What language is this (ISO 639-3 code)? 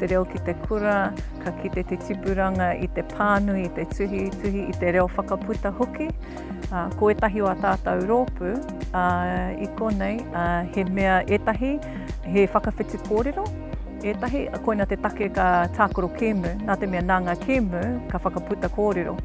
mri